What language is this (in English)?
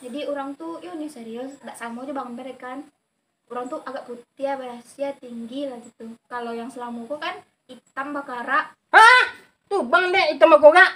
Minangkabau